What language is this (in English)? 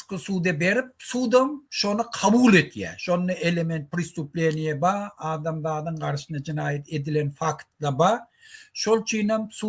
Turkmen